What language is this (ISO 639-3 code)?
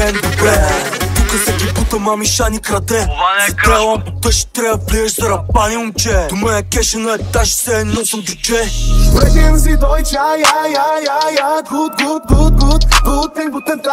bul